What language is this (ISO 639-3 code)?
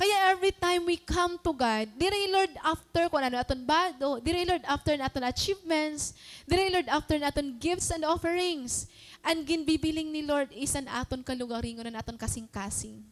war